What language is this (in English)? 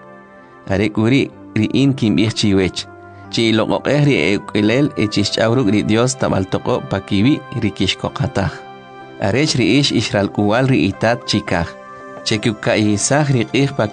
Kʼicheʼ